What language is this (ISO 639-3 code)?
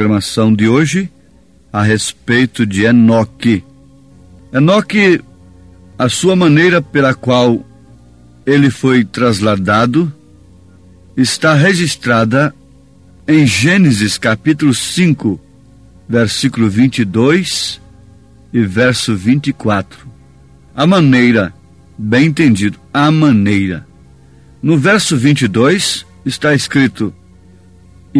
por